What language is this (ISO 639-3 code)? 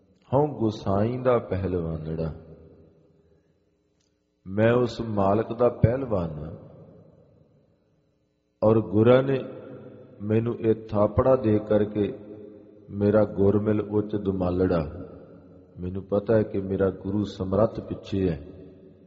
pan